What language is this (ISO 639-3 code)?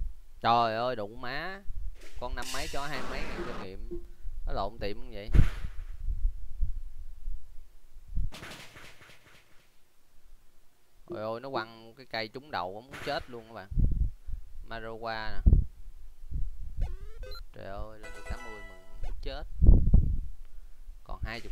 vie